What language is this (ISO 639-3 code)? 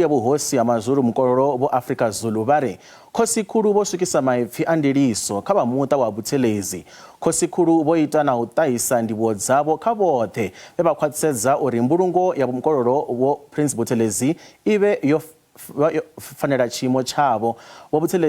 ven